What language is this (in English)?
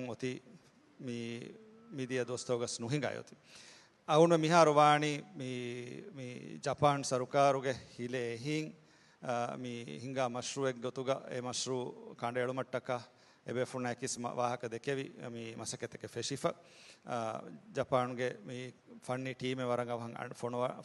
Divehi